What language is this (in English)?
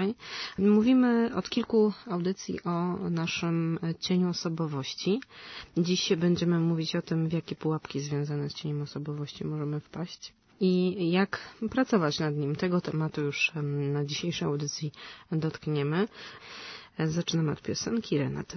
Polish